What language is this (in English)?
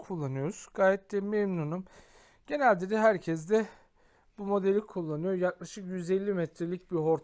Turkish